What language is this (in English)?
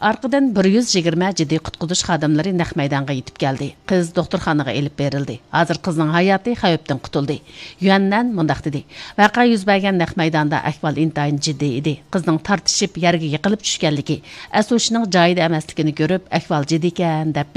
Uyghur